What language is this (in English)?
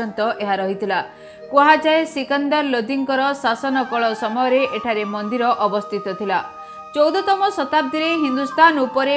Odia